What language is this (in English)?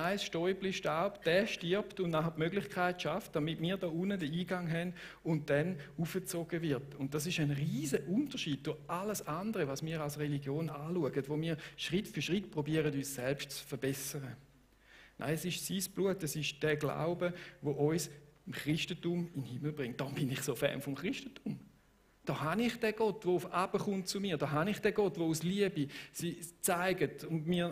Swiss German